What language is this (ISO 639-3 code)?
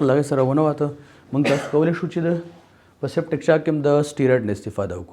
pus